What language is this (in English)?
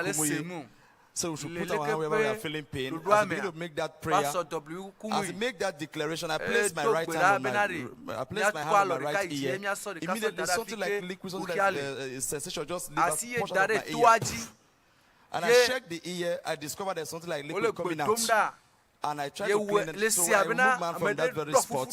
Ewe